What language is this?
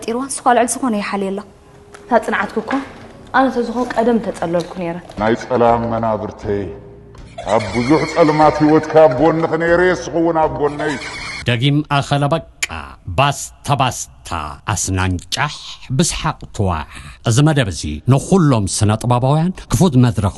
Tigrinya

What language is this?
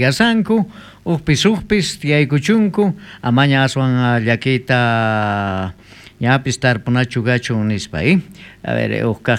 South Bolivian Quechua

